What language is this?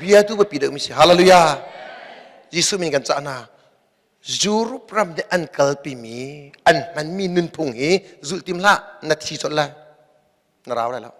Hakha Chin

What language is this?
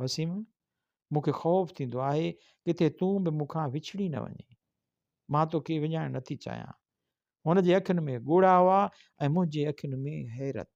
Sindhi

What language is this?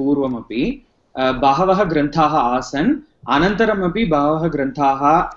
Sanskrit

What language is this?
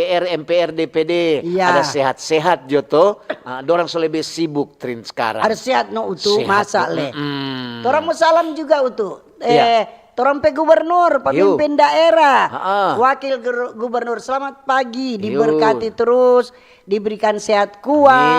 Manado Malay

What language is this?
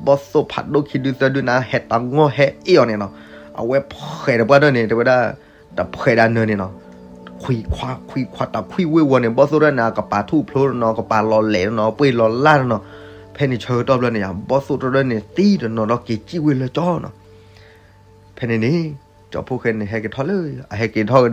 S'gaw Karen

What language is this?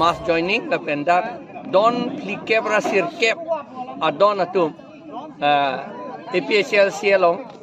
Karbi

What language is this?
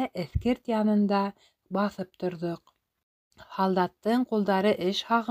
Bashkir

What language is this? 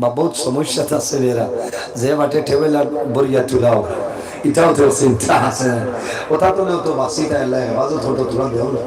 Sylheti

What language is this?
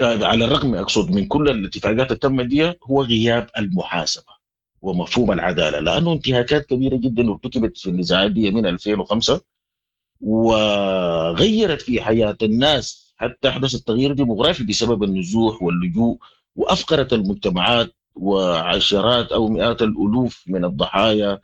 Sudanese Arabic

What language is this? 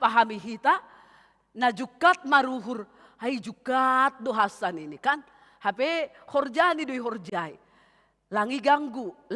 Batak Simalungun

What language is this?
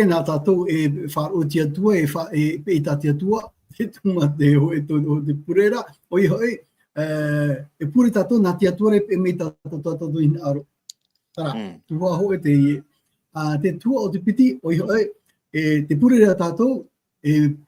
Tahitian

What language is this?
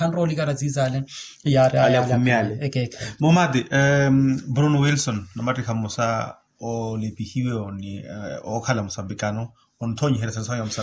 Makhuwa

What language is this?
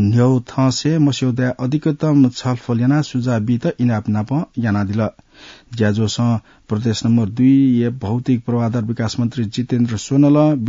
Newari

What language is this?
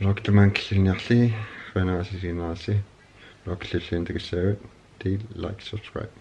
Kalaallisut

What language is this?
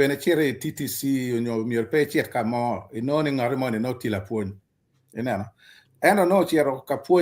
Acoli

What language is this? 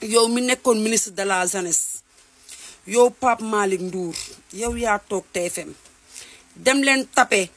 Wolof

